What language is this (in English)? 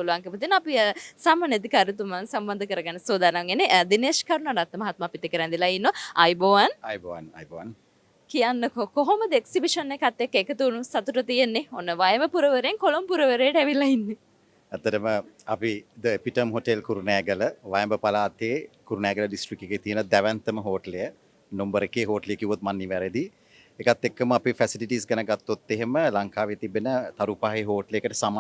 Sinhala